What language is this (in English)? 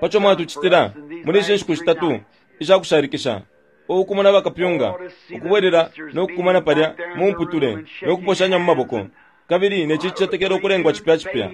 Bemba